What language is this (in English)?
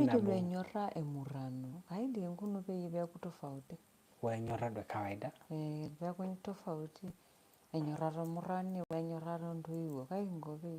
Masai